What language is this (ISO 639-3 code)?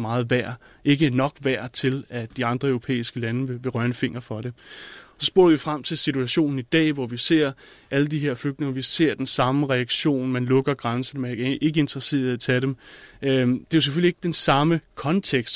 dan